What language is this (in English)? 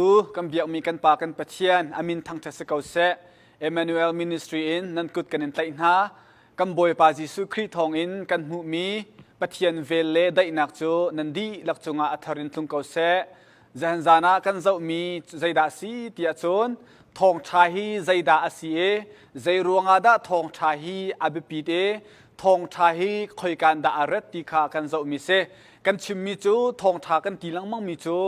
Hakha Chin